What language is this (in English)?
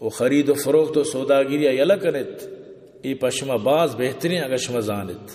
Eastern Balochi